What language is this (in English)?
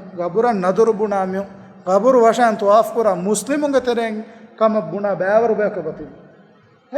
Divehi